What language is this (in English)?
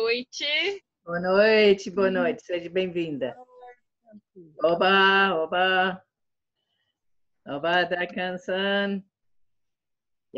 Portuguese